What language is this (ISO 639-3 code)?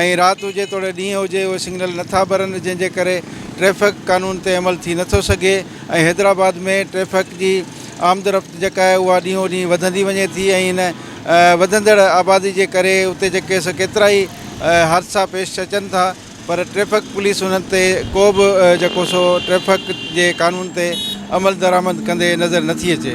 snd